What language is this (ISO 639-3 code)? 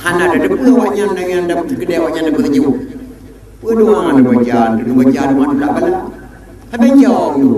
ace